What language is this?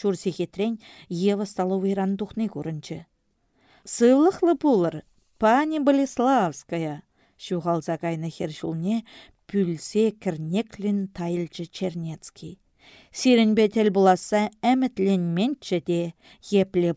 Chuvash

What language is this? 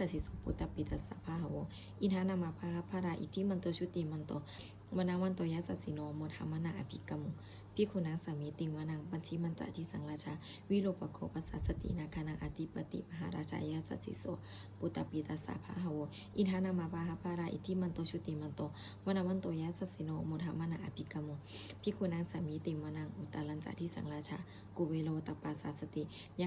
Pali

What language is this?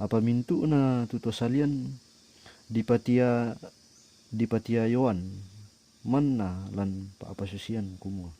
Toraja-Sa'dan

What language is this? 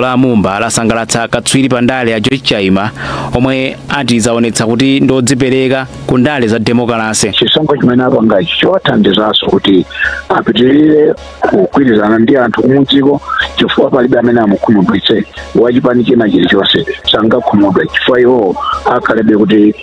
Nyanja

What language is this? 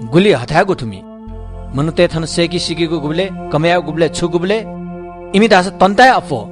Newari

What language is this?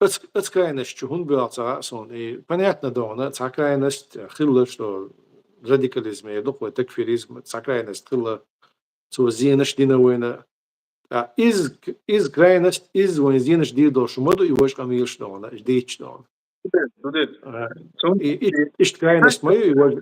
Chechen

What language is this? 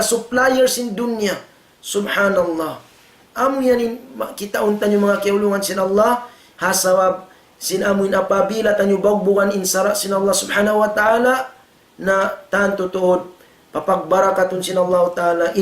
Tausug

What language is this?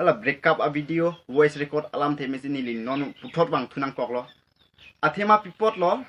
Karbi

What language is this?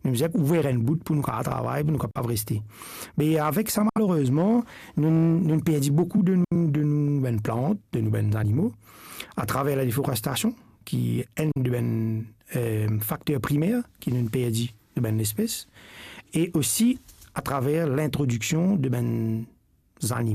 Morisyen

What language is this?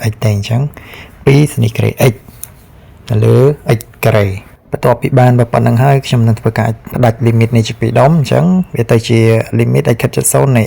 Khmer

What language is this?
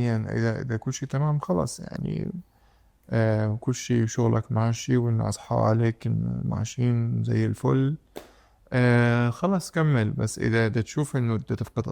Mesopotamian Arabic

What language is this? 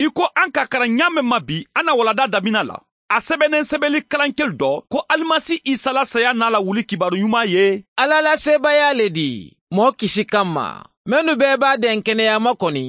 Mandingo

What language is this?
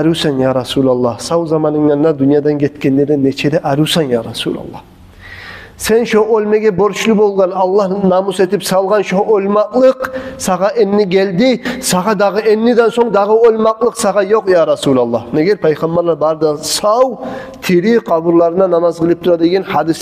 Kumyk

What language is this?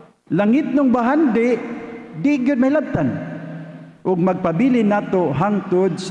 Cebuano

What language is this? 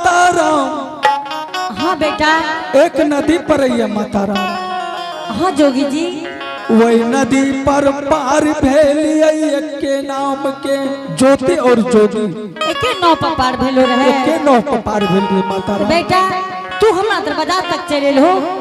Angika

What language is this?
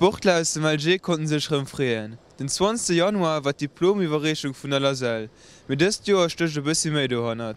Luxembourgish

